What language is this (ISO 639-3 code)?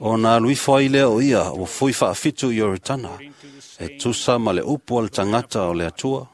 smo